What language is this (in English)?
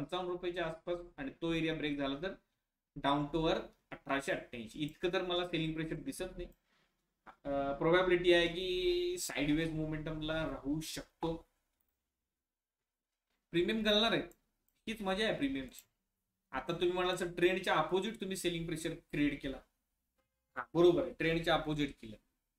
Marathi